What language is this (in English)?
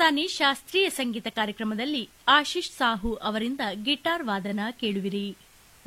Kannada